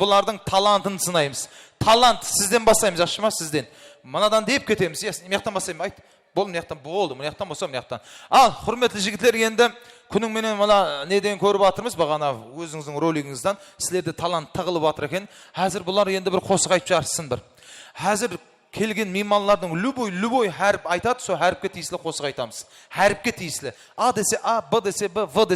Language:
Kara-Kalpak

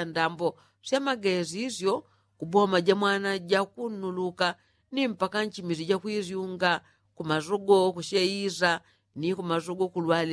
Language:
Yao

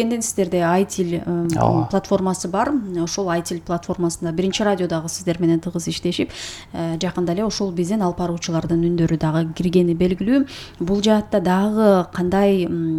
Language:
Kyrgyz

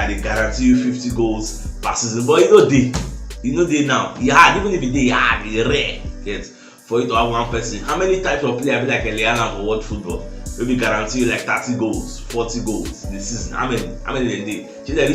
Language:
Nigerian Pidgin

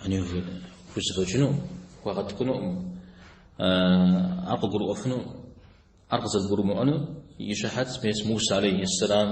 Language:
Kabardian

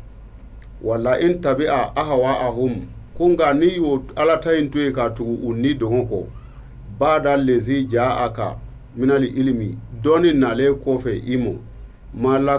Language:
Bambara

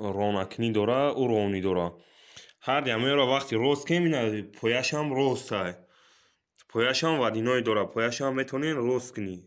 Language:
Tajik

